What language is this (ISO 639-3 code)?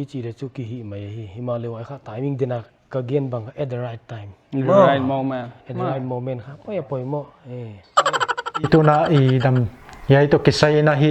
pck